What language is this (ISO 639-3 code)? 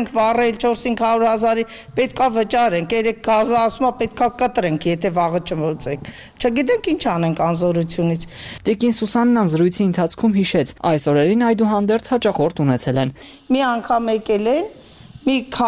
hye